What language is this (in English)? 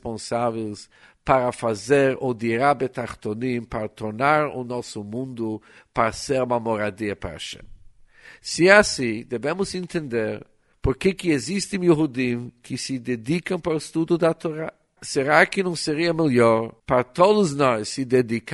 Portuguese